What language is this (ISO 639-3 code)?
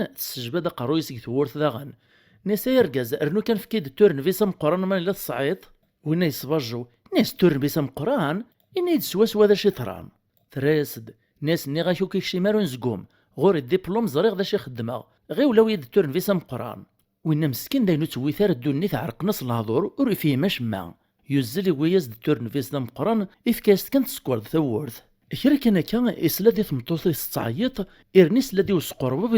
kab